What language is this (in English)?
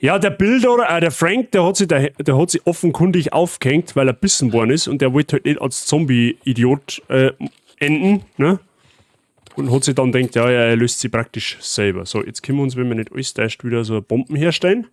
Bavarian